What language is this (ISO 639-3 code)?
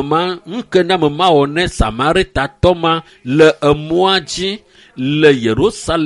ewe